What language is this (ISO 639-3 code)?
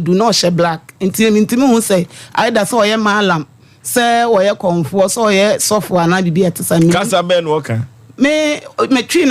aka